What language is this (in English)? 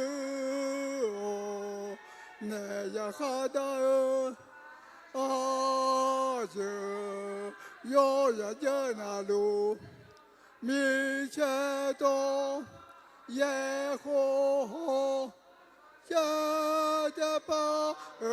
Akha